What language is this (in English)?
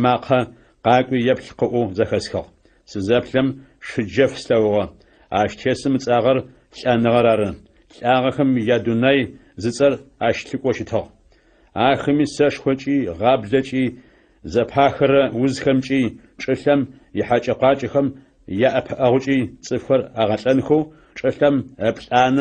Adyghe